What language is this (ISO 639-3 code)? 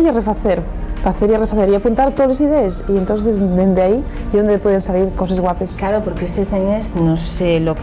ast